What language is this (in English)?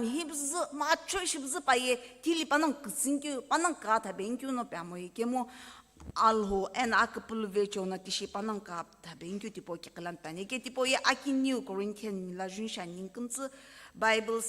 Sumi Naga